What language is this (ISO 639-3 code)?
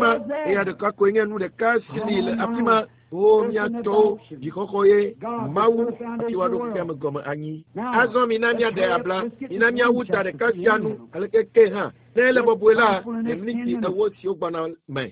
ewe